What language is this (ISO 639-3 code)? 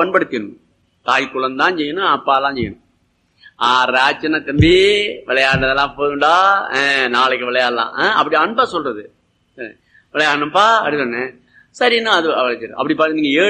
tam